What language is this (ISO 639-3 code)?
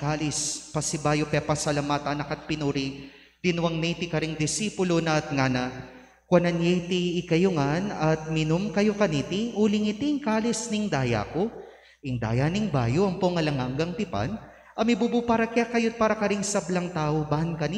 pam